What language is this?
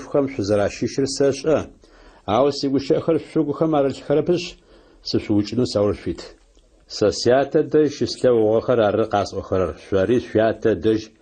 Adyghe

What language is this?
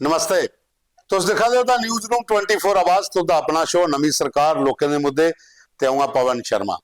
Dogri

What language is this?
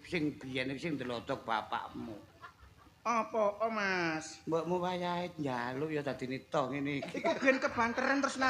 Javanese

